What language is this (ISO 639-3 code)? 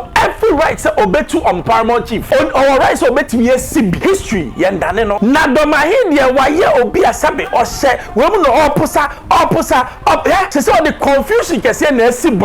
aka